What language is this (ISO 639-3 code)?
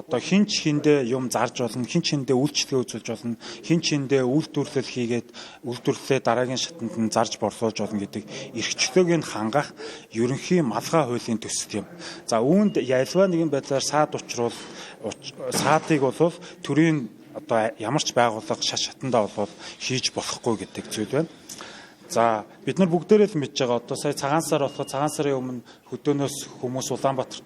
mon